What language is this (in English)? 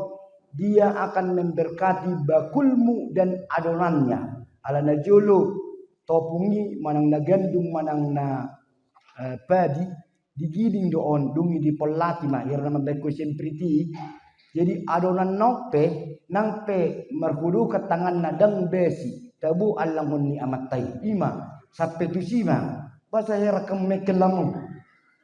Batak Toba